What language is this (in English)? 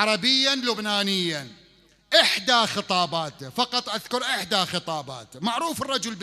Mesopotamian Arabic